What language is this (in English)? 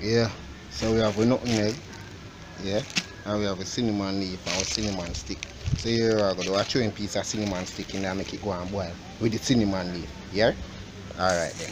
Jamaican Creole English